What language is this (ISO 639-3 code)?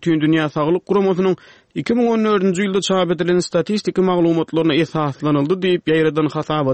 tuk